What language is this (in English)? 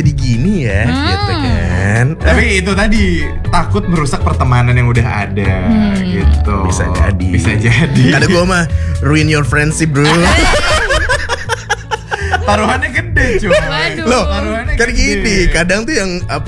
Indonesian